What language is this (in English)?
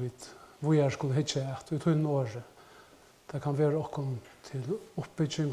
Faroese